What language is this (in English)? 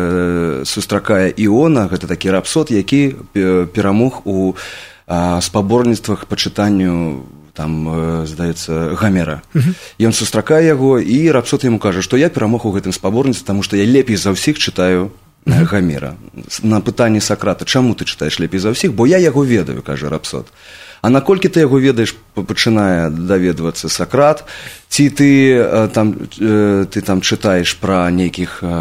Belarusian